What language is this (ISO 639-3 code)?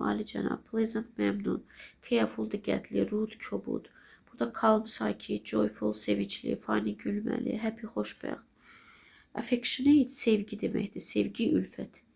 aze